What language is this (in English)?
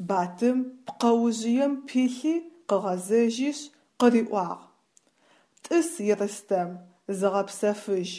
Adyghe